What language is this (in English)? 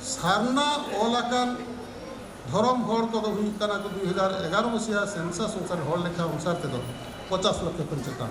Santali